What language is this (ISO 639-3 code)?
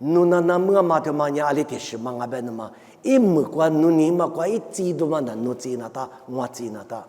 lis